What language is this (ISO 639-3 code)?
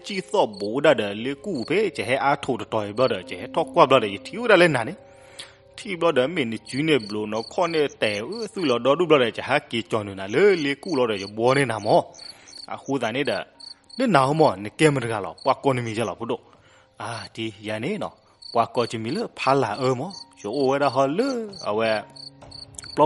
ksw